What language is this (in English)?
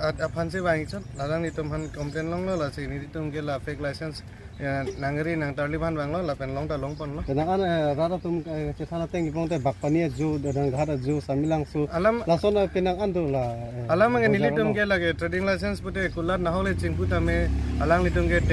Karbi